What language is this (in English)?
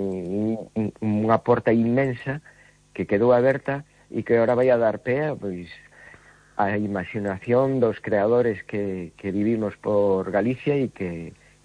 Galician